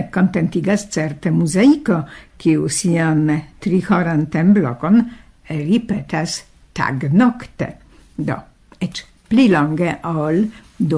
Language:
Esperanto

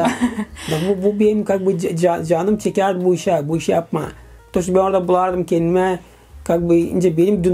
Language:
Gagauz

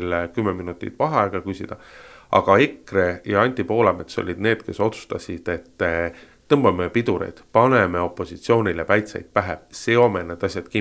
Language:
Estonian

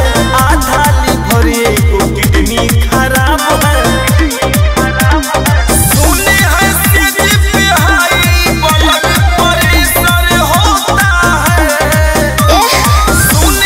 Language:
Bhojpuri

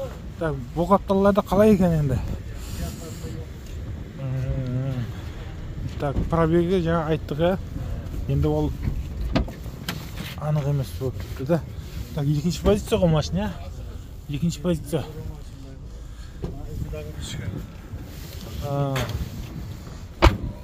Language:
Kazakh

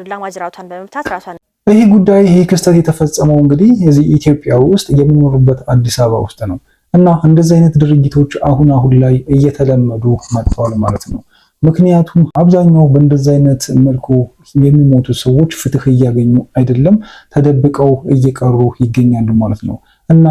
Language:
Amharic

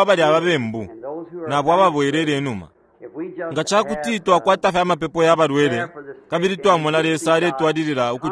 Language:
Bemba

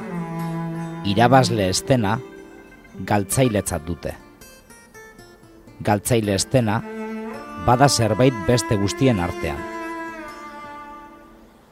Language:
Basque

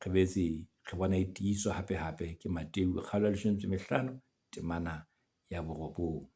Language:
Southern Sotho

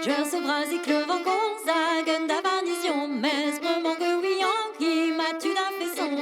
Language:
Breton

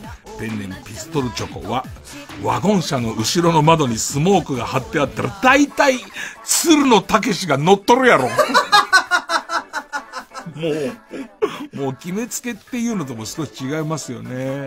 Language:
Japanese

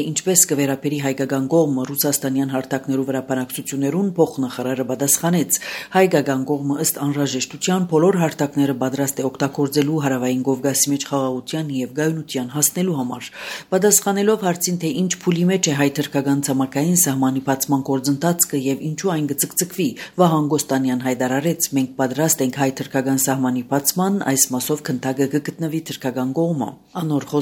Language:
Armenian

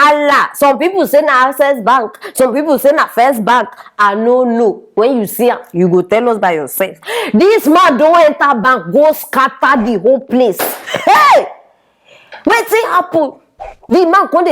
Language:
Nigerian Pidgin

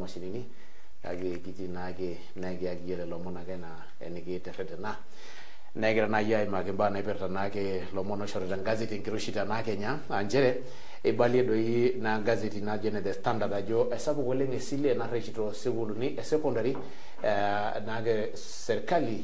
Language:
Masai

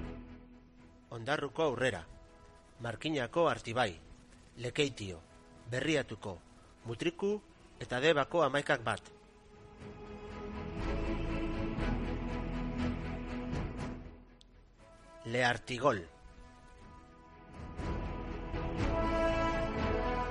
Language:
Basque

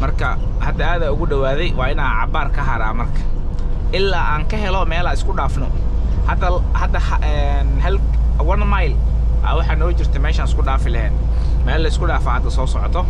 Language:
Somali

